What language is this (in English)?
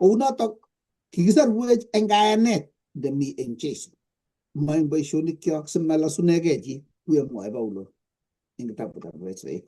Kalenjin